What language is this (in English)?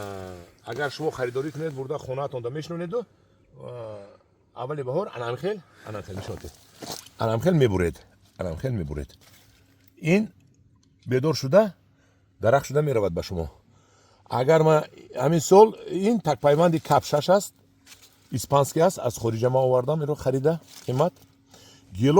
Tajik